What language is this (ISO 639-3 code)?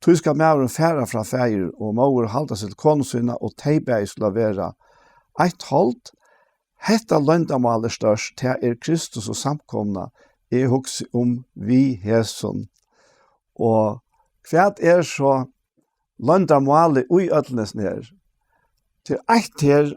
fao